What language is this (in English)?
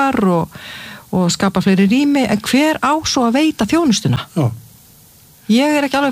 Icelandic